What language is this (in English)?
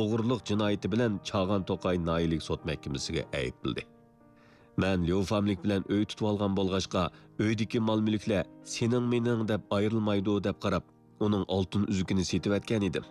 Uyghur